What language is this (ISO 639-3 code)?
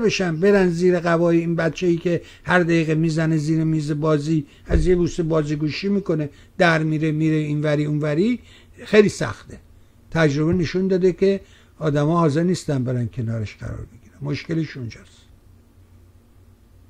fas